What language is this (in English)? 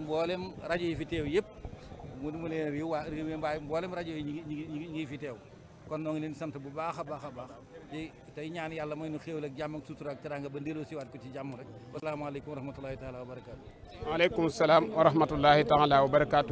Wolof